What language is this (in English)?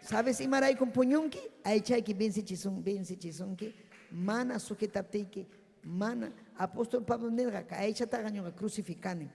Ayacucho Quechua